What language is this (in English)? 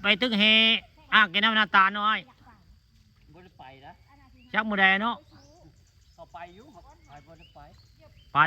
Northeastern Thai